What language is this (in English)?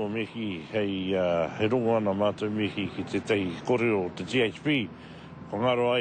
Māori